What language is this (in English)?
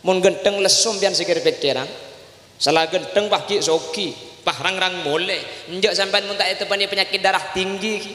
Madurese